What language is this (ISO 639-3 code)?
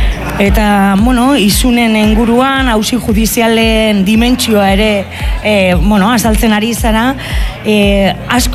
eus